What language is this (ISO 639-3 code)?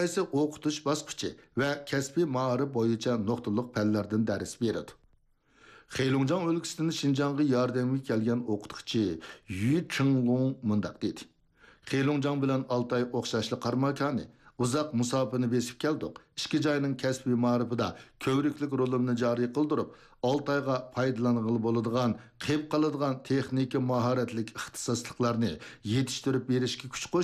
uig